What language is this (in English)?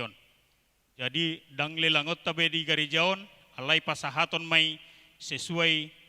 Batak Toba